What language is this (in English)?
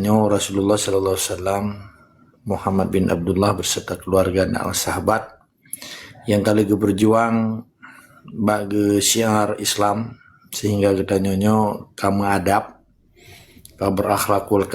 Achinese